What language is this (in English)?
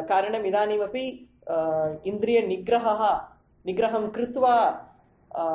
Sanskrit